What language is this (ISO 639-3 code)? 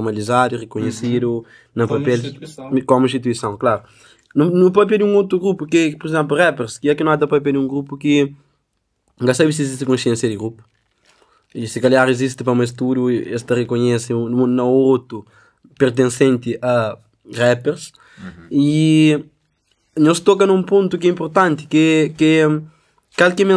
kea